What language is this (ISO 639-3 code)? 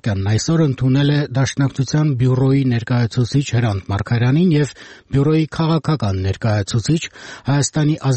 hye